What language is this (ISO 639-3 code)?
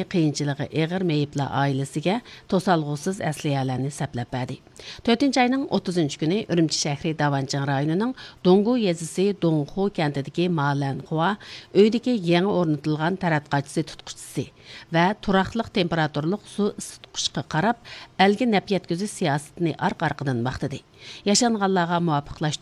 uig